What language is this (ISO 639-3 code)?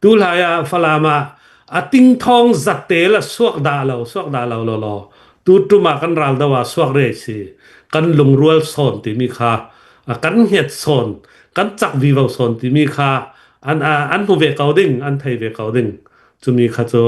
cnh